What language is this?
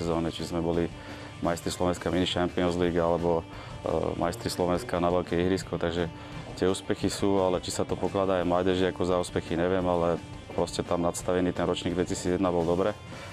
Slovak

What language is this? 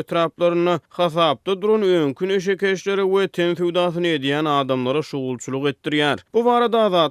Turkmen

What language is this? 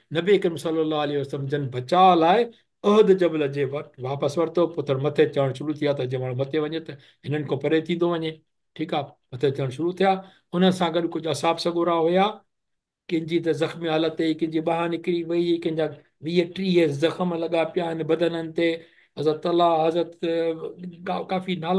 Sindhi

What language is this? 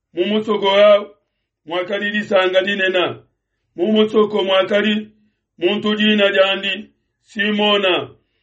Luba-Lulua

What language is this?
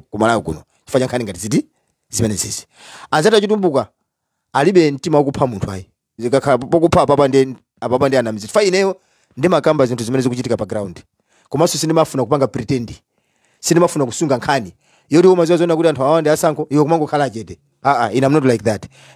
Nyanja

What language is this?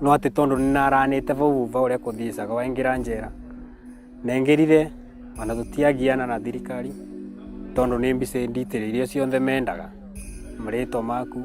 Meru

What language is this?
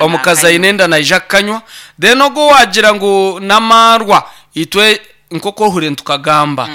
Nyankole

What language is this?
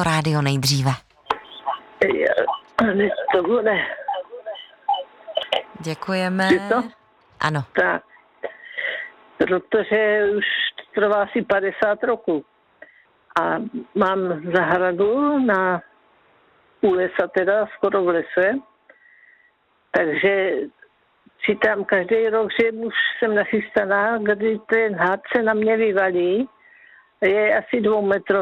Czech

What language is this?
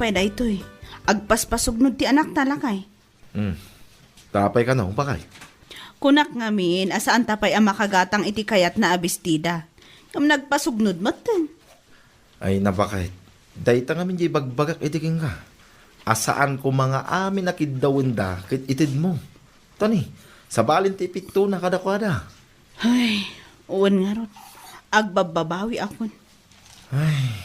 Iloko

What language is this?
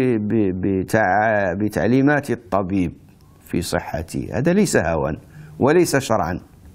Arabic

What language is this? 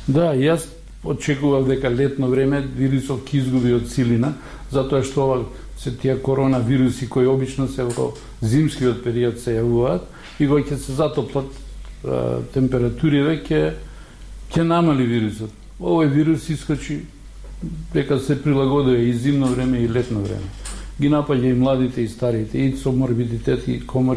Macedonian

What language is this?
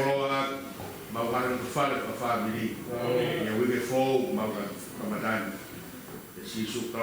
Tongan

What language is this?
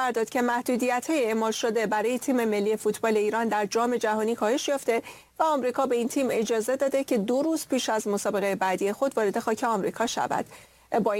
Persian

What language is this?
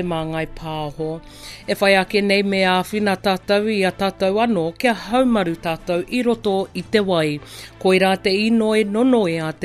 Māori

